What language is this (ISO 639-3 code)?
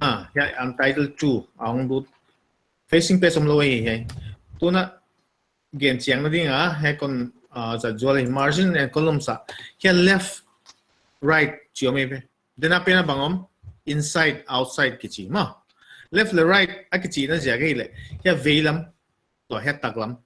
pck